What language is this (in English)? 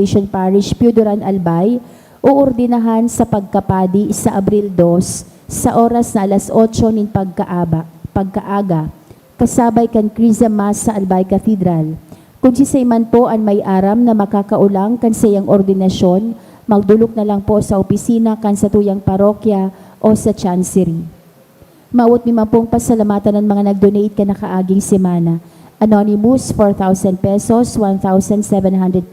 Bikol